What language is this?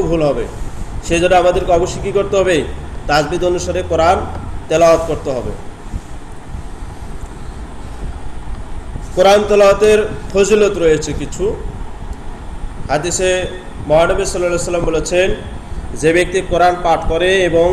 Bangla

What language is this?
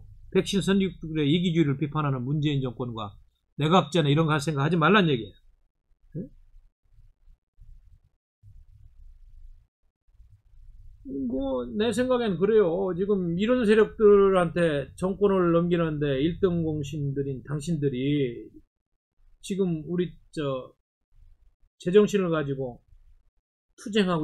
Korean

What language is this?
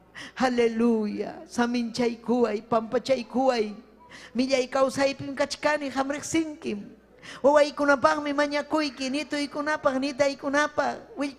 Ayacucho Quechua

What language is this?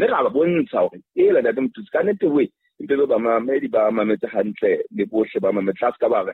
Southern Sotho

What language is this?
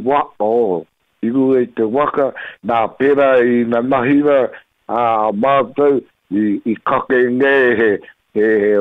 Māori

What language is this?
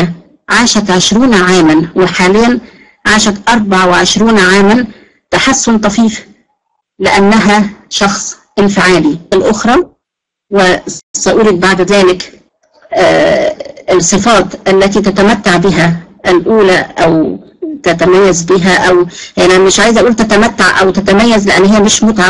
Arabic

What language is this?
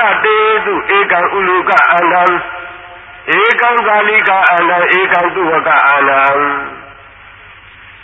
Burmese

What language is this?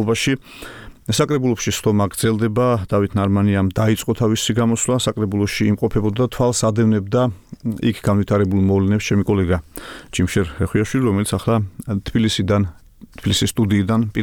Georgian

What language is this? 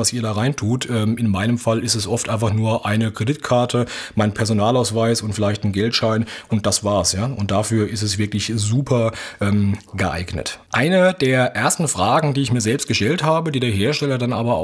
German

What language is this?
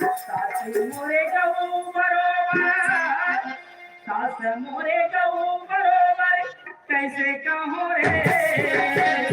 Chhattisgarhi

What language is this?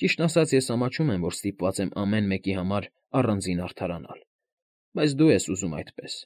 Armenian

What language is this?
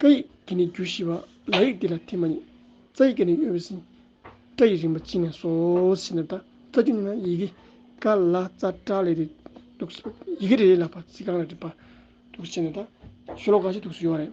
Tibetan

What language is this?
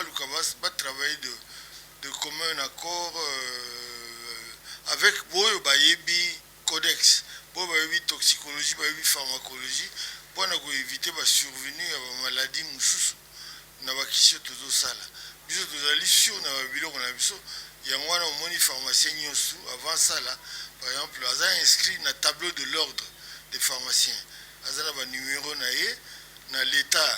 Lingala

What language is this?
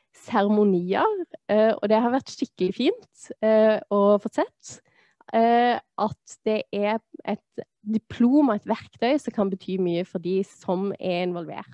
Norwegian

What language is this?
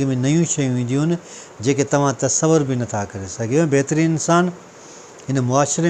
Sindhi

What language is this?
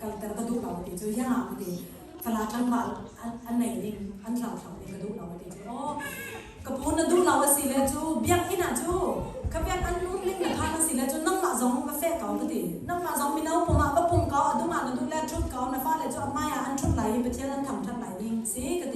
Hakha Chin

